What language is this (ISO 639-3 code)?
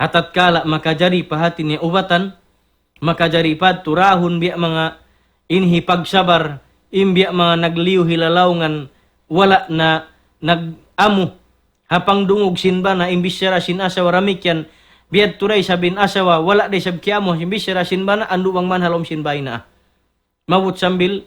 tsg